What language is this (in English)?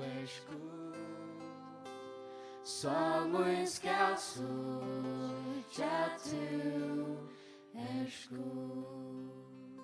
Faroese